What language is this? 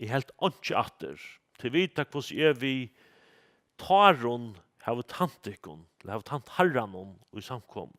Faroese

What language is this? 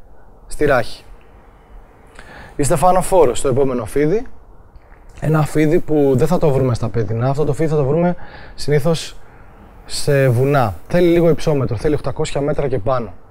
Greek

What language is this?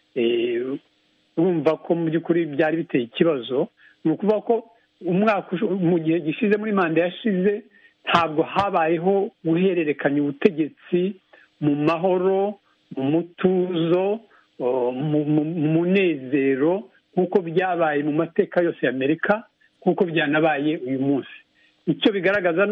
Kinyarwanda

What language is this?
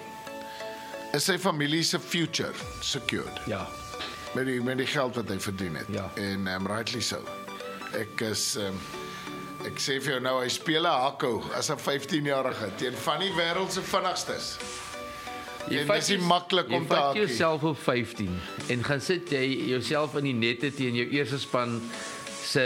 Afrikaans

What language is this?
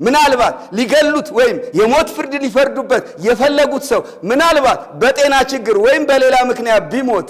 Amharic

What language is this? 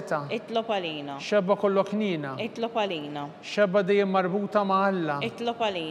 Maltese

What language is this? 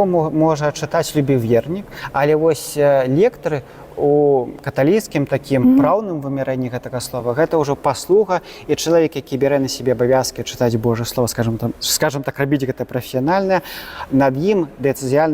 Belarusian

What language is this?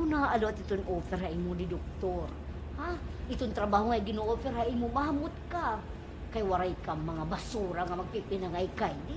Waray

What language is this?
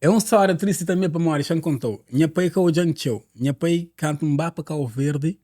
Kabuverdianu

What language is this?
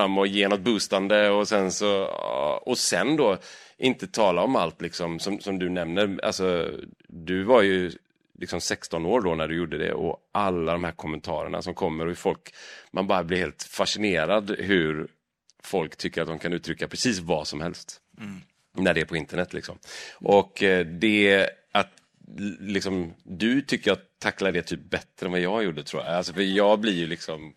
Swedish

